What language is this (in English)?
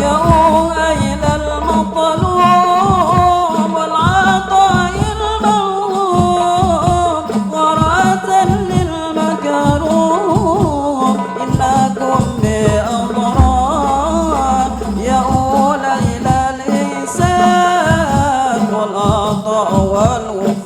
Madurese